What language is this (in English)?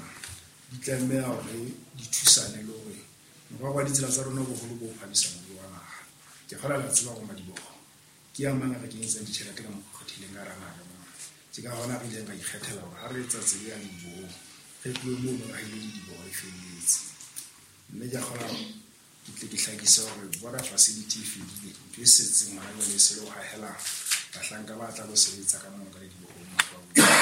Southern Sotho